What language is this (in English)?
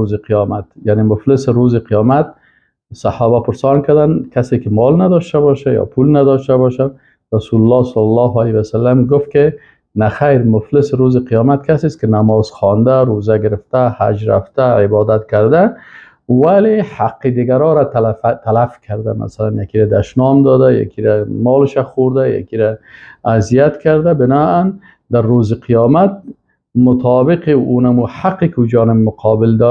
Persian